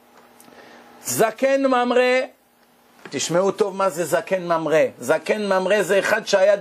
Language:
Hebrew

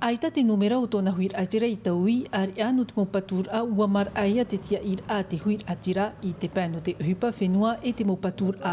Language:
Tahitian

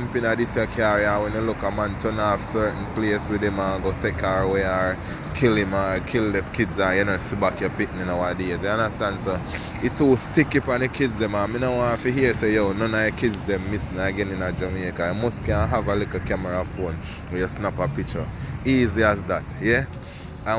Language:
Jamaican Creole English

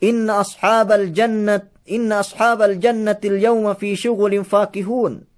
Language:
Yakan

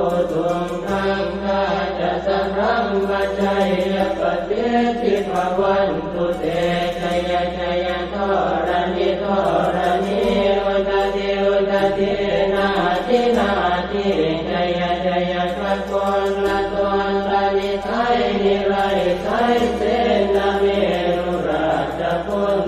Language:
Pali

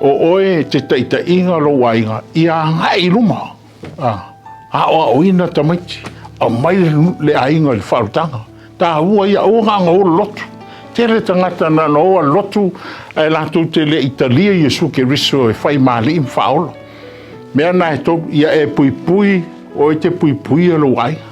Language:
Samoan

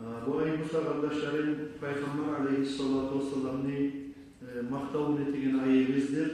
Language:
Kumyk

